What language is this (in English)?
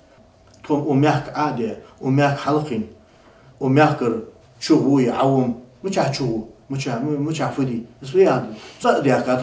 Ingush